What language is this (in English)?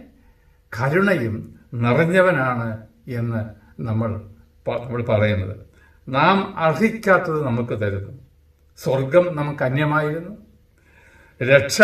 Malayalam